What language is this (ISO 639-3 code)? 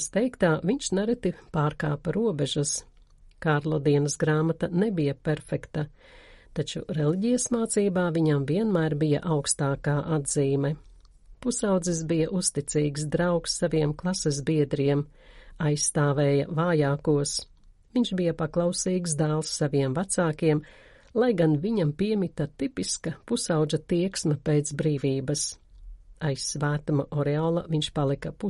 lav